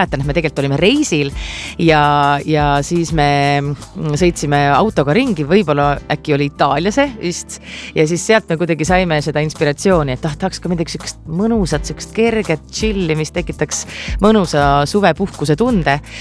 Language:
Estonian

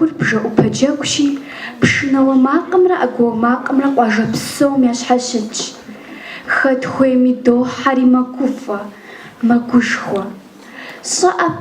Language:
Kabardian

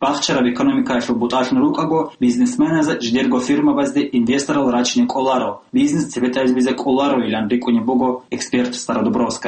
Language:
Avaric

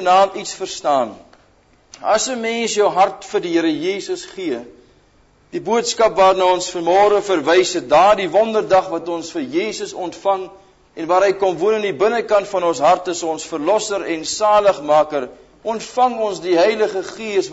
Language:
Afrikaans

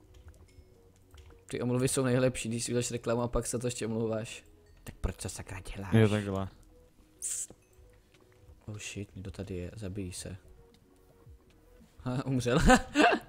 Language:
Czech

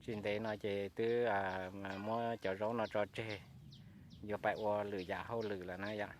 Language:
Hmong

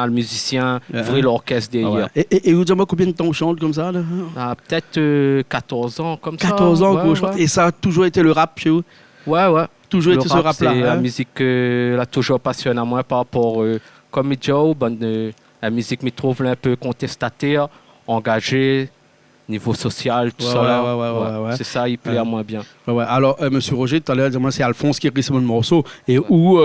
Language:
Réunion Creole French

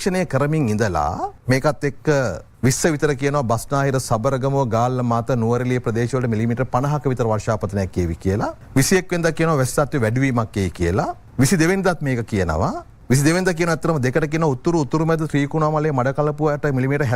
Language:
Sinhala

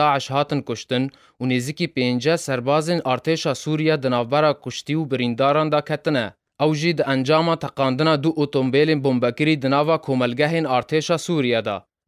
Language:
Kurdish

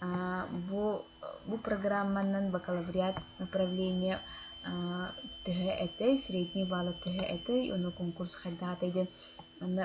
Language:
Yakut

